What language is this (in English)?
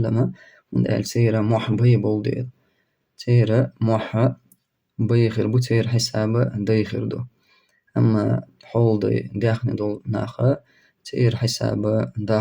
Chechen